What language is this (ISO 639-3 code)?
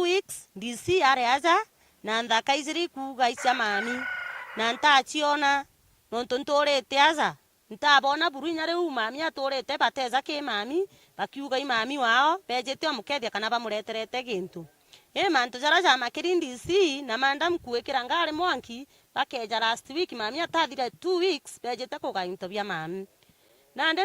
mer